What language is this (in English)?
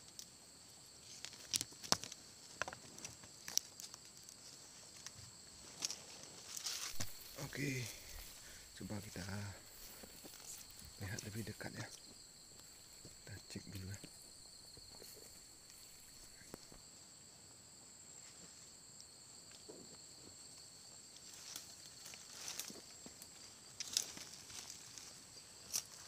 Indonesian